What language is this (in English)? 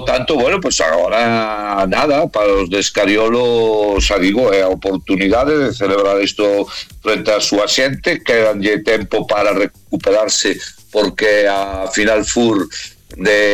Galician